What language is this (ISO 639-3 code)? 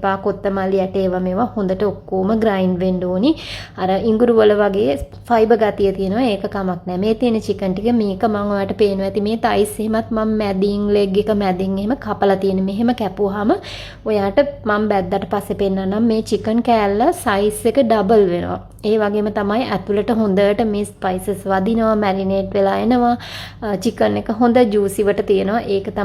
sin